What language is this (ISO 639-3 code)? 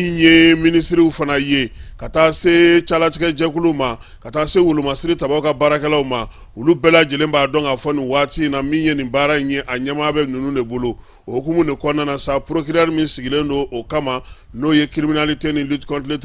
bam